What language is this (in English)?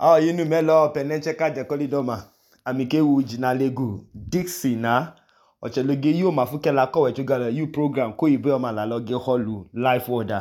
Idoma